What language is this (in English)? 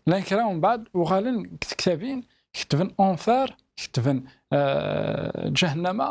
Kabyle